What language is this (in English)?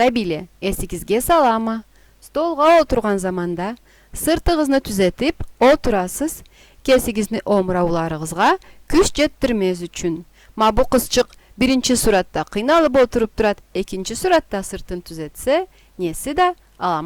Karachay-Balkar